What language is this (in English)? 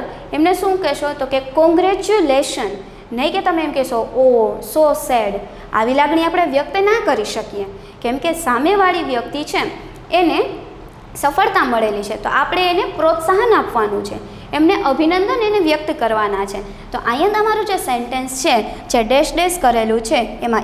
Gujarati